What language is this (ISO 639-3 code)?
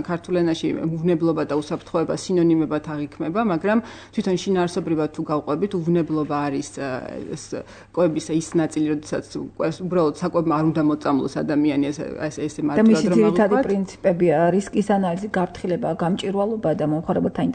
kat